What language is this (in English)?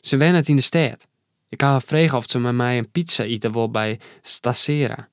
Western Frisian